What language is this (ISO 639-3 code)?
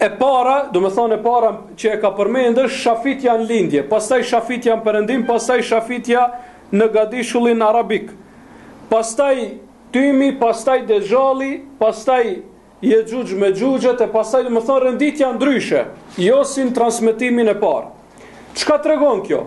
sqi